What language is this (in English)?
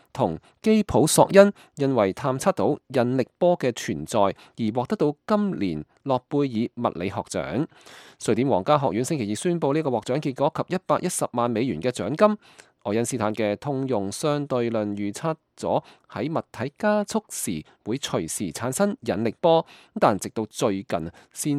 Cantonese